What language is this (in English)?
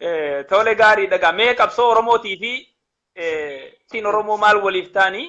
Oromo